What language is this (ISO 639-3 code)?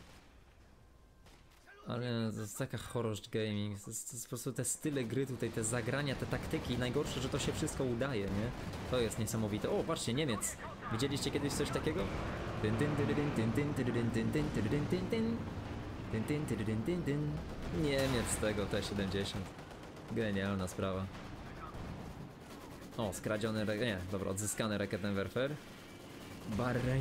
pol